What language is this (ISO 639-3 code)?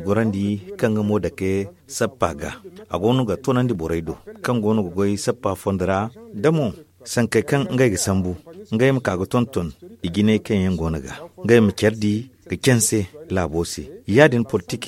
dje